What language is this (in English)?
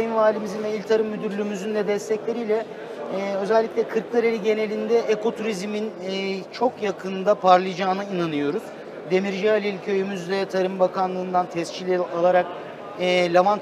Turkish